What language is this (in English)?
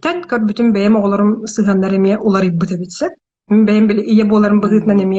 Yakut